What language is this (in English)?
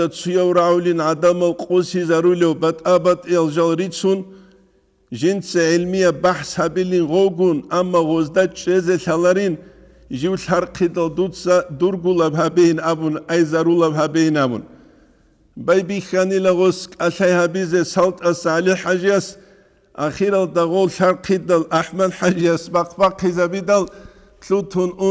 Avaric